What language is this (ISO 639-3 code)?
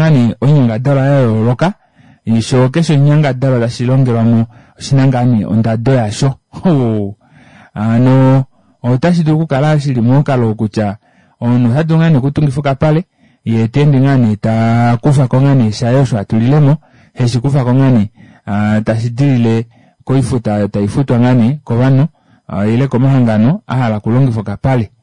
kua